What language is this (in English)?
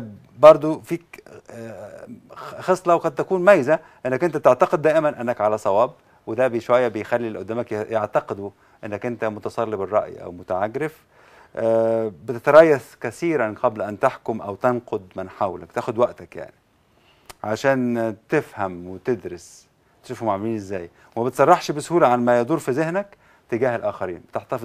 Egyptian Arabic